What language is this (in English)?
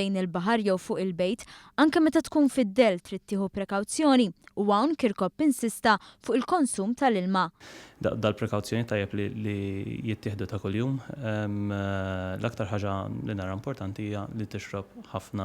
Maltese